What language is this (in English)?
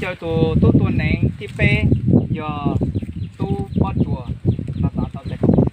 Hmong